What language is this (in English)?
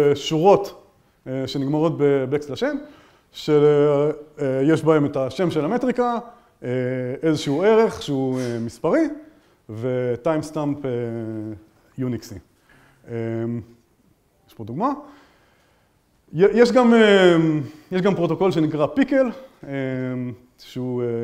Hebrew